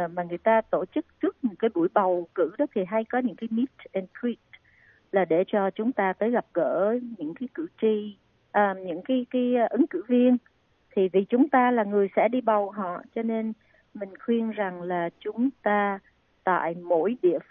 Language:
Vietnamese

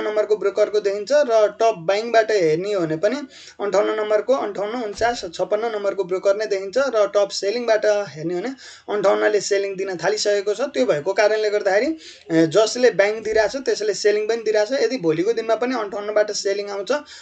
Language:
Nepali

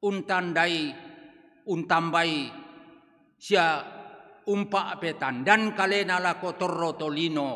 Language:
Toraja-Sa'dan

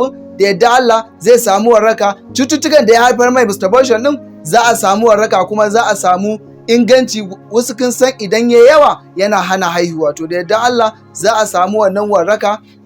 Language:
Hausa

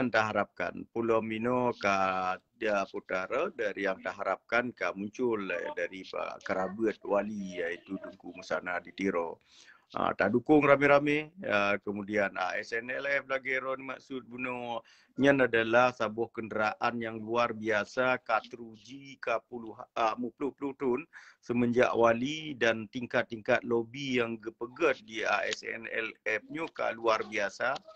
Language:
Achinese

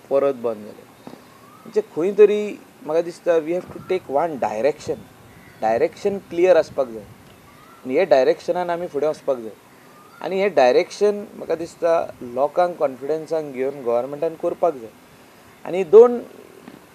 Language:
Konkani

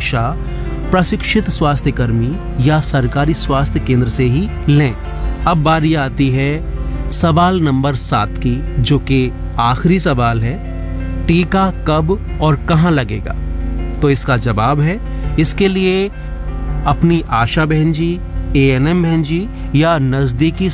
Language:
Hindi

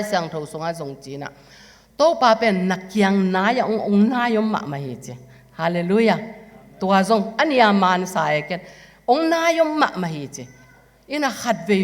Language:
Tedim Chin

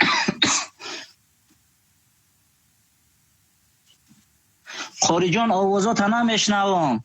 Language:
Tajik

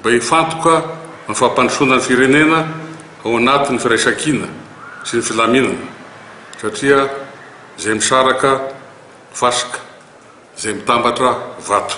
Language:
Malagasy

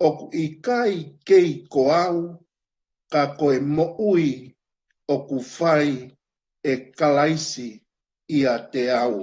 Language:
Tongan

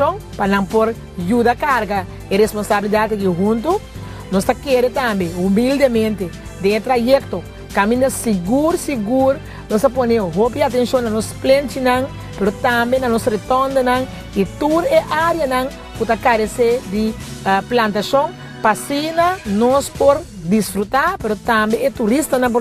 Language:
Papiamento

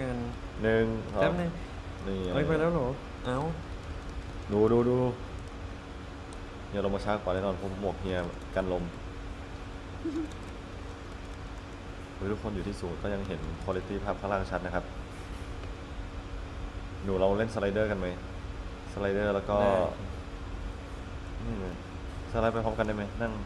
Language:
Thai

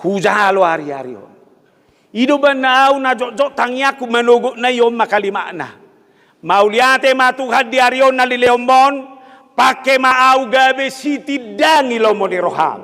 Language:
Batak Toba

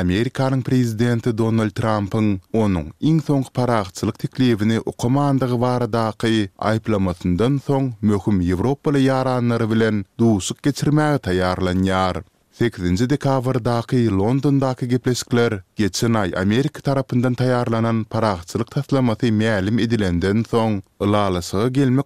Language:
Turkmen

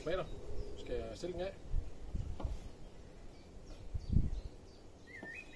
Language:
Danish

